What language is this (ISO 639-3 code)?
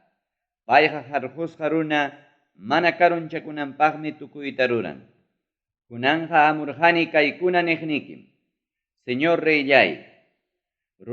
quy